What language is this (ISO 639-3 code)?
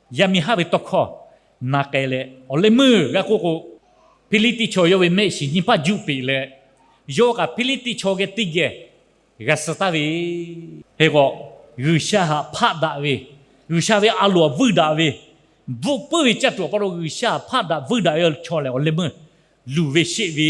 lhu